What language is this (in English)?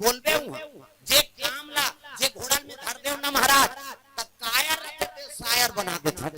Chhattisgarhi